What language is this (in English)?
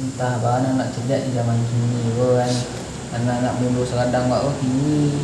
Minangkabau